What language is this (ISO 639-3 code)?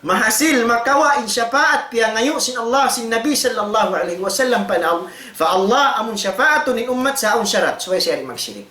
tsg